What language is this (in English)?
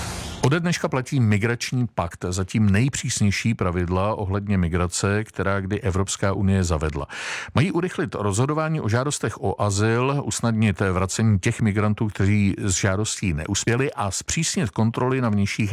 Czech